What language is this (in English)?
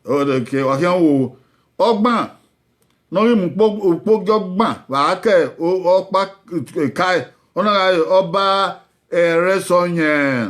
Bini